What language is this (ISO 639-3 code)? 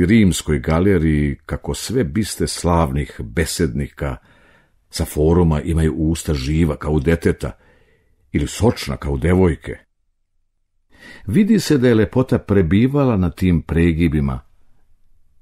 srp